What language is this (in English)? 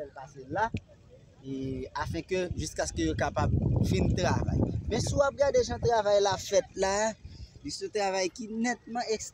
Haitian Creole